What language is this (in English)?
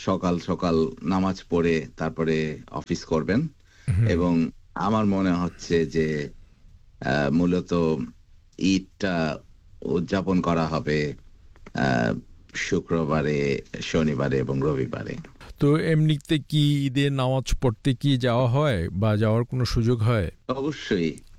Bangla